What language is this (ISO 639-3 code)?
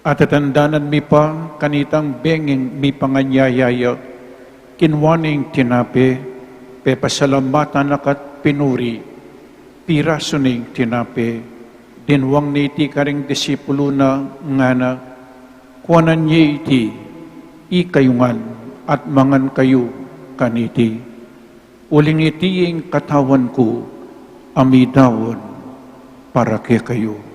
pam